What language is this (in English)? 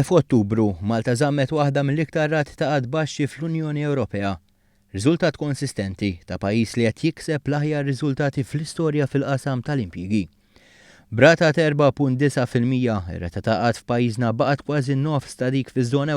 Maltese